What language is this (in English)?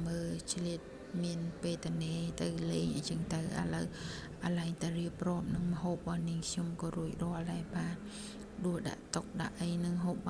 Khmer